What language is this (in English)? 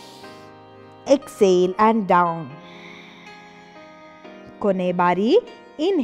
Kannada